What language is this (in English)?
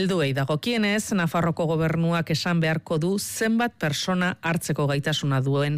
Basque